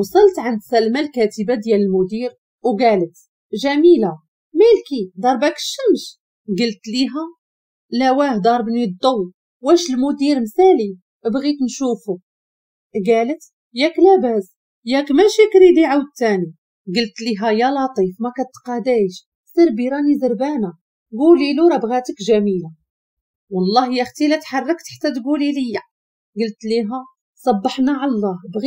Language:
Moroccan Arabic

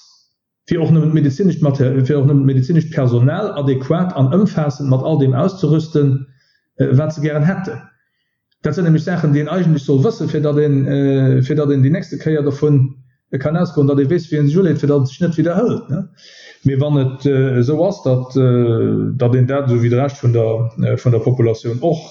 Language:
Luxembourgish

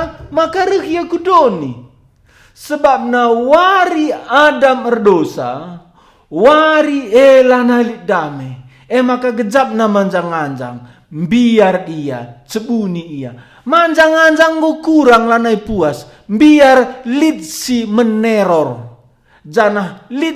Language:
Batak Karo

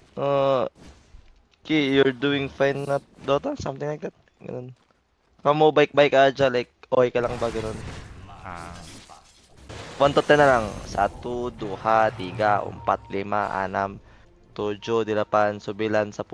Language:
Filipino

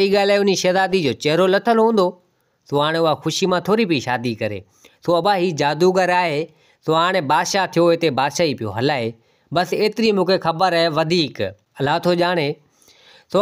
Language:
Sindhi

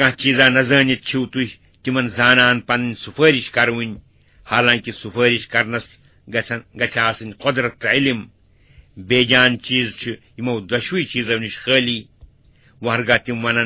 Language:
Kashmiri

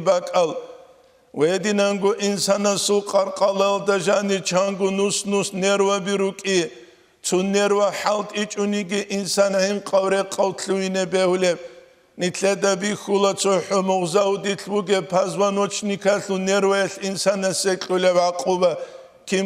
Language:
Avaric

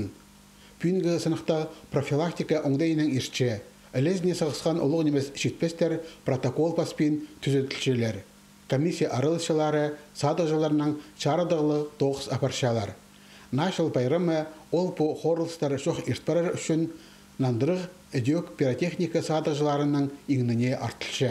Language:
Khakas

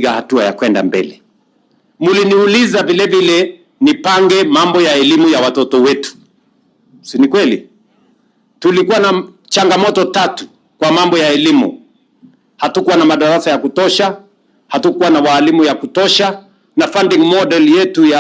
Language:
Swahili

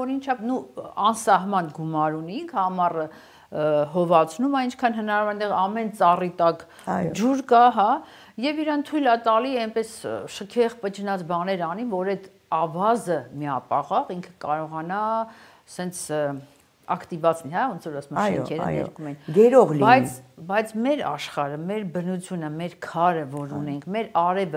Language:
Armenian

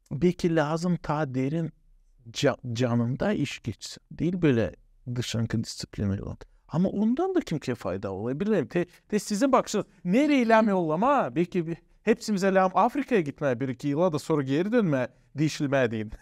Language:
Gagauz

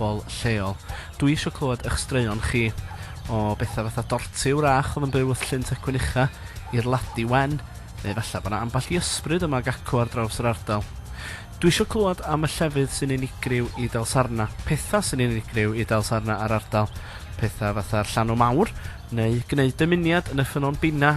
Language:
Welsh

